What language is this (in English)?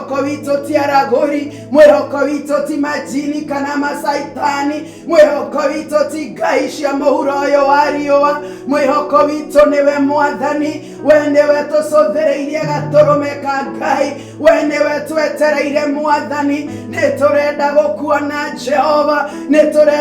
Kikuyu